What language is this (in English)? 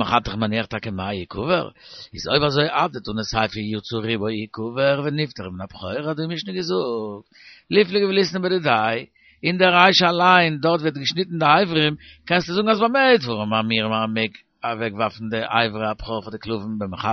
Yiddish